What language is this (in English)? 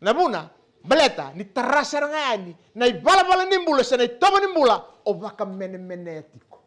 Fijian